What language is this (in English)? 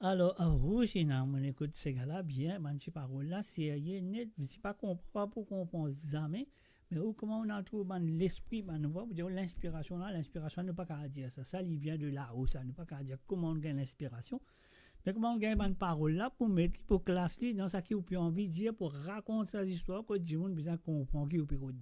Morisyen